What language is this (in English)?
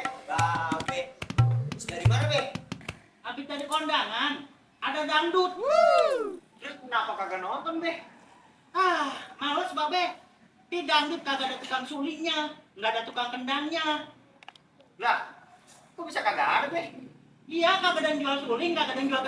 Betawi